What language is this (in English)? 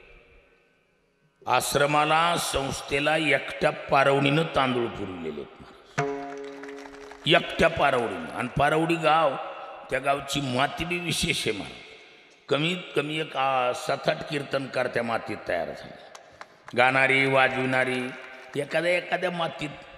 Marathi